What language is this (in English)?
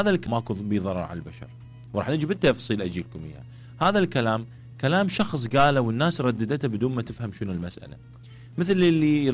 Mesopotamian Arabic